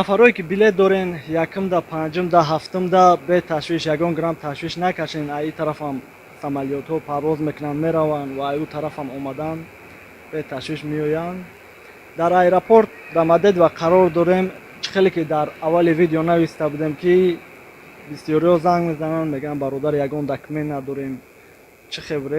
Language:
Tajik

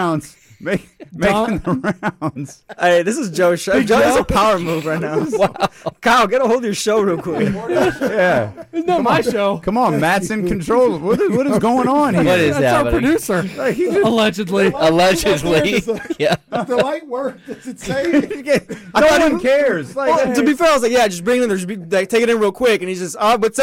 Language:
English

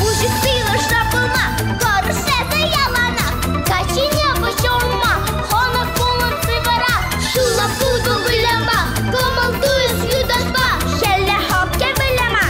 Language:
Chuvash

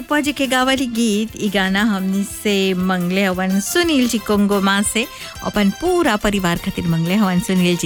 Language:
Bhojpuri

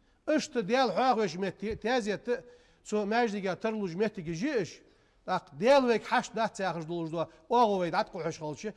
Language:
Ingush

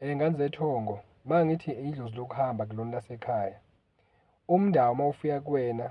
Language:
Zulu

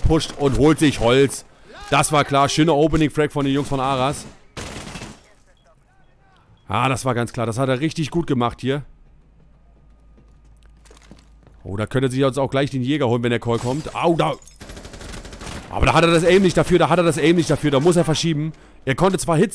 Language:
German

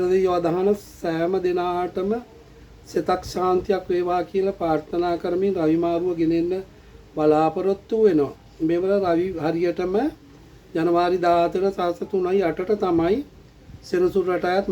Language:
Sinhala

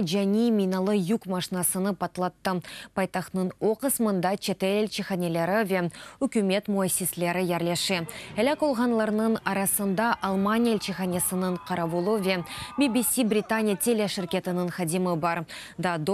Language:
Crimean Tatar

